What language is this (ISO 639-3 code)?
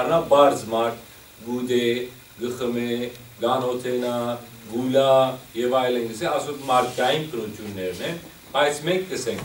hyw